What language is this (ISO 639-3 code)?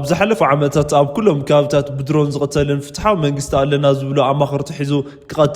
tir